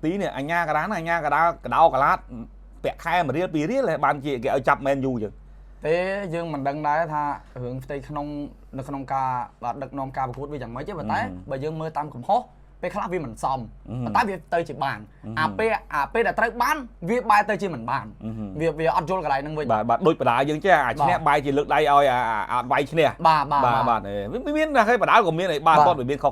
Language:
Khmer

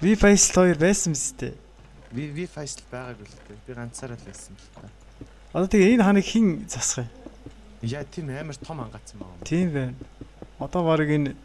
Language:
Mongolian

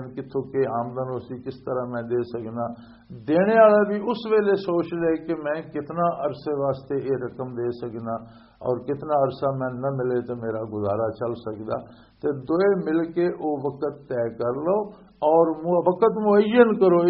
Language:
Western Panjabi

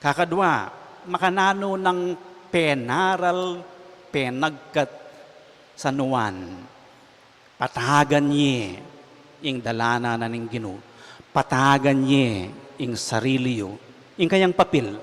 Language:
Pampanga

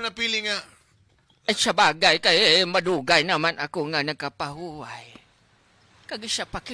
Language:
Hiligaynon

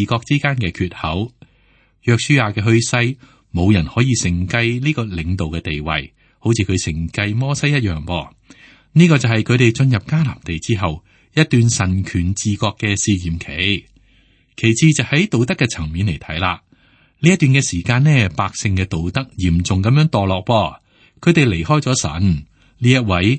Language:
Cantonese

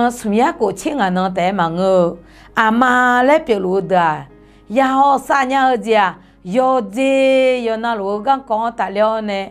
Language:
Akha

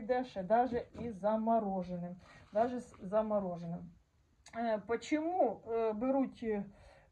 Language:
Ukrainian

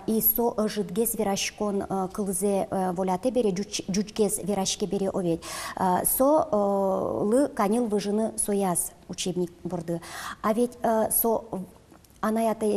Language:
Udmurt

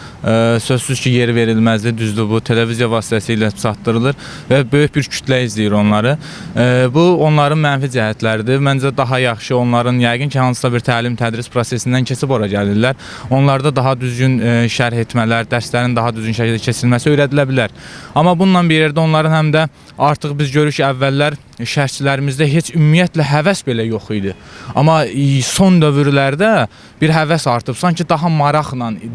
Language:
Azerbaijani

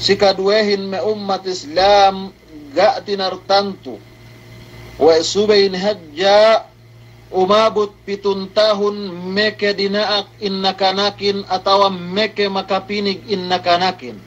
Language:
Yakan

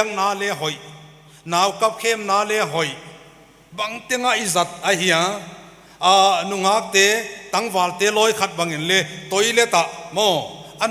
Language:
Paite Chin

